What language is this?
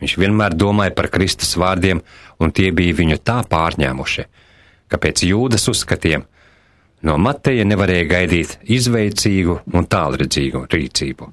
Latvian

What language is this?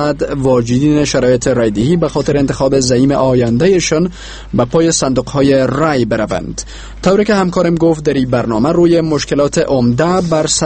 Persian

